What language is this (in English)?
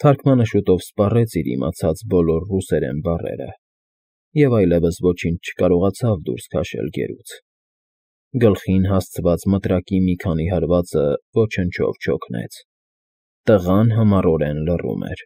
Armenian